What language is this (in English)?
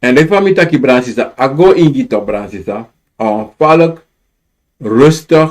Sranan Tongo